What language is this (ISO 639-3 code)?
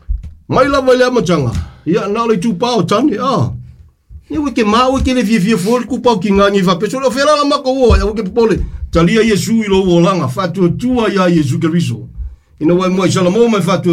smo